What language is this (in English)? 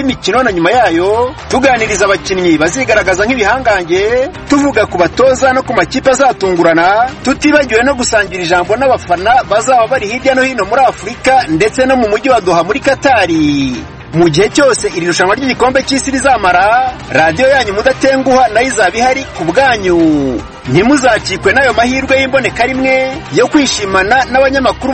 Kinyarwanda